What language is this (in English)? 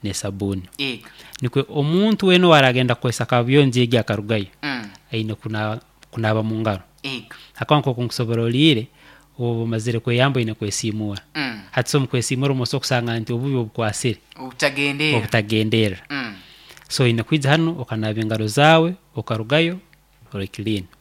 Nyoro